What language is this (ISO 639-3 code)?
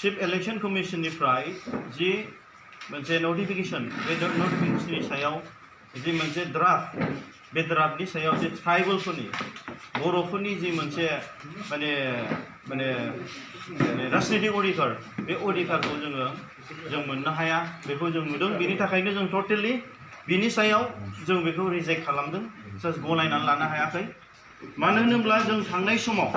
brx